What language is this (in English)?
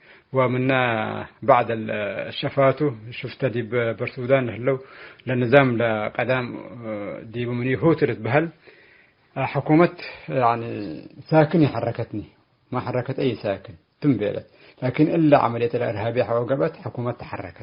Tigre